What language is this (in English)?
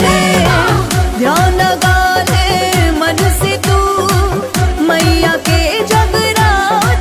Bhojpuri